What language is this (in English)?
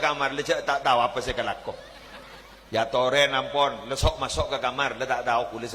Madurese